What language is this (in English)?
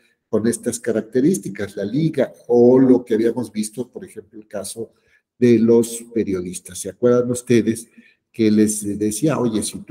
Spanish